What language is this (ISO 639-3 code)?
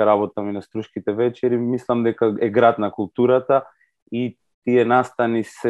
mkd